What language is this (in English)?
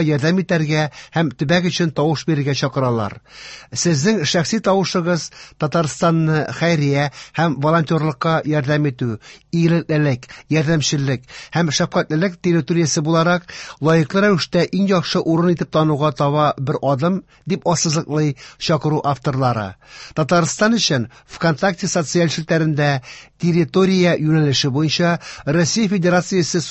Tatar